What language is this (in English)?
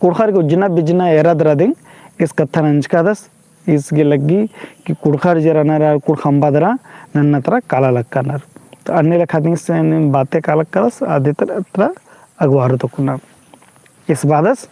Kurukh